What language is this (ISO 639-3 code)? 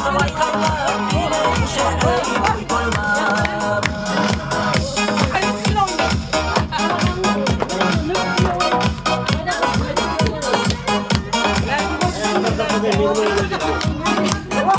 kaz